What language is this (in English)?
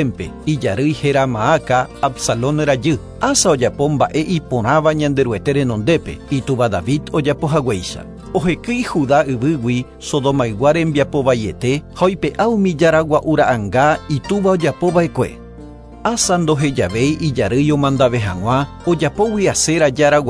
Guarani